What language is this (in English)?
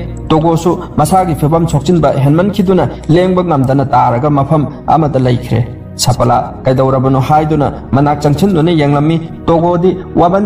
Manipuri